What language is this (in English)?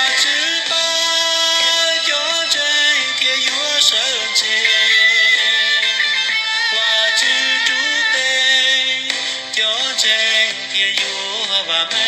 Hmong